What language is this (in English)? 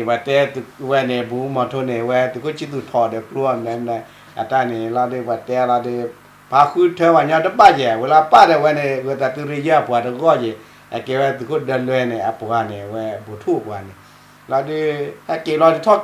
S'gaw Karen